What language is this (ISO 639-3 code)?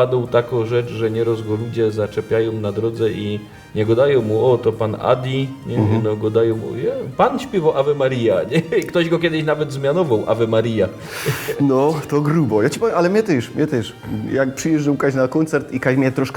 szl